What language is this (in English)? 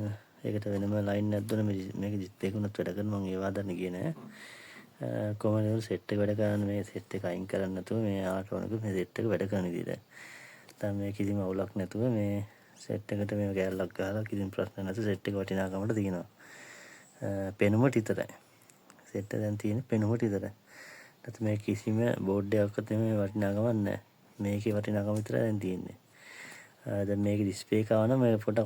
Sinhala